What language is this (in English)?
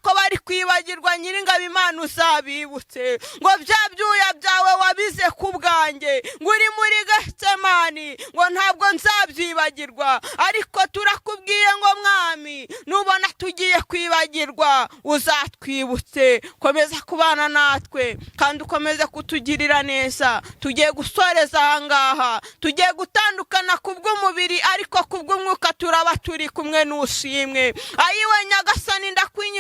Kinyarwanda